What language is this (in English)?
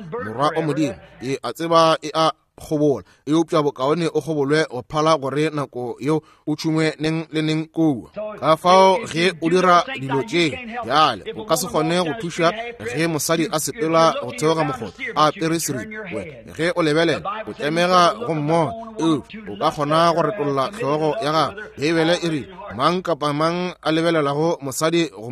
Northern Sotho